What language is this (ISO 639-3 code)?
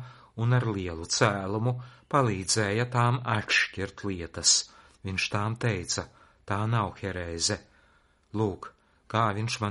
lav